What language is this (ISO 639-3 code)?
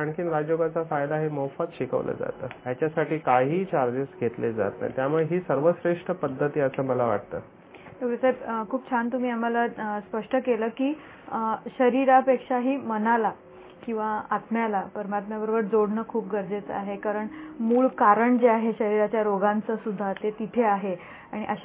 mar